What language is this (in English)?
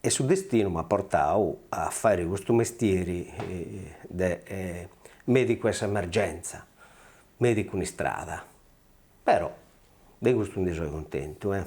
Sardinian